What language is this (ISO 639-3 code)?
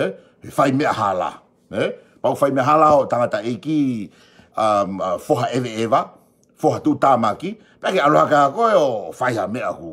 ton